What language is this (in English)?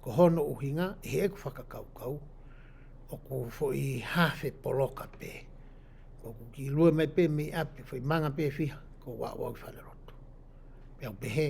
Tongan